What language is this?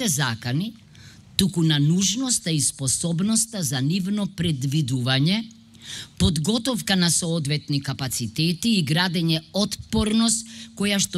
Macedonian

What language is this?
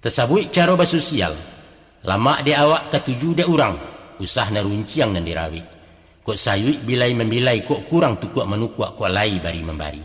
Minangkabau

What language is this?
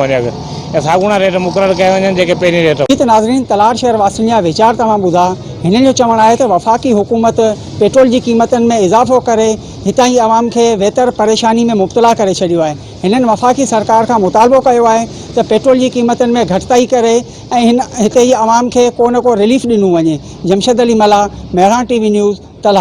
Sindhi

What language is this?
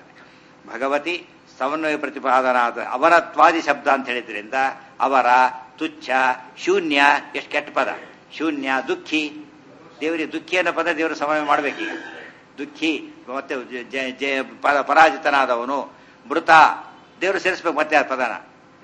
Kannada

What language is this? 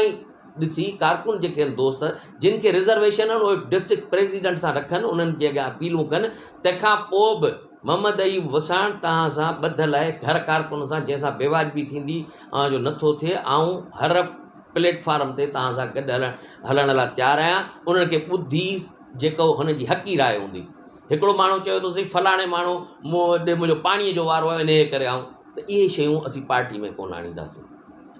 Sindhi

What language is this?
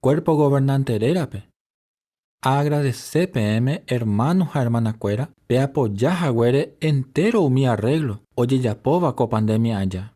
Guarani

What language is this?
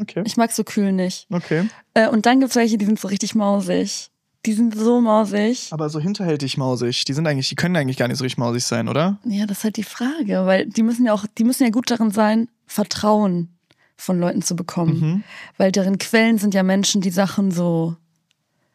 German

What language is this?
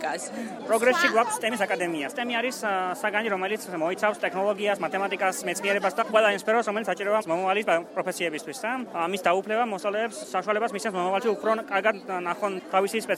Georgian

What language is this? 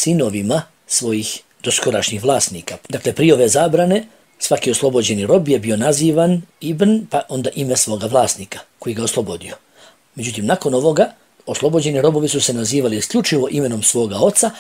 Bosnian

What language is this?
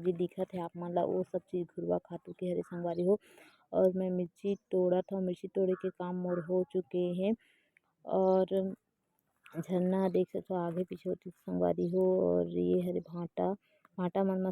Chhattisgarhi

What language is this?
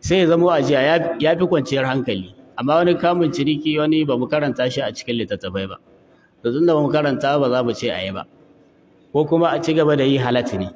Hausa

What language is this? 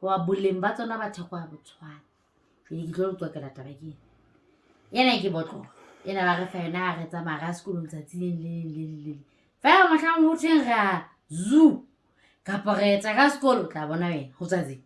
Southern Sotho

